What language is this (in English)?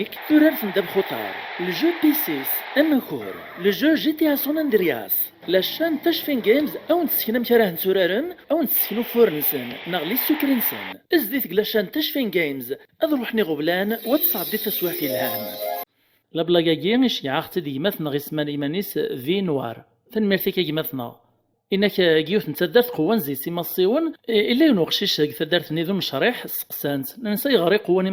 Kabyle